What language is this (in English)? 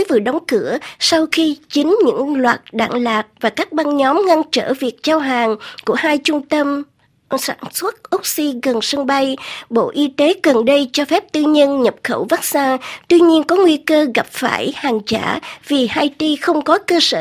Vietnamese